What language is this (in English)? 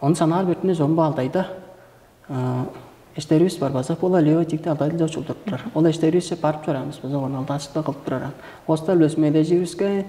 Tuvinian